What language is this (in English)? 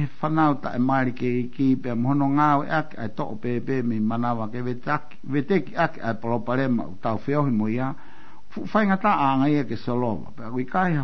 Tongan